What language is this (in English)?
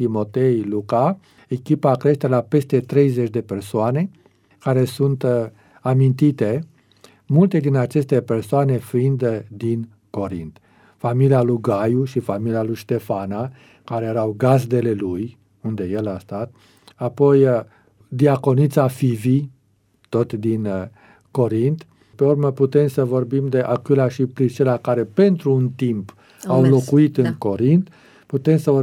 Romanian